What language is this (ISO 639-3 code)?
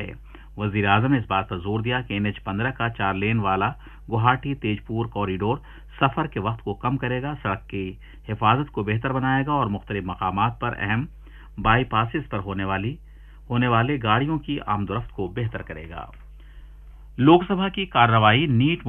urd